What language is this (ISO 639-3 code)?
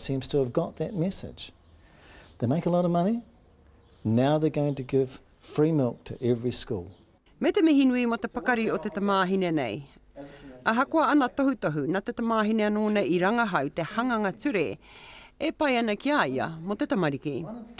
mri